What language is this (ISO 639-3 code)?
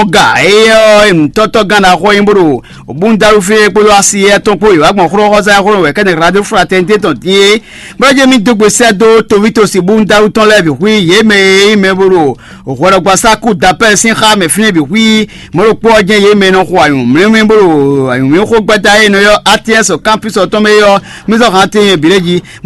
fon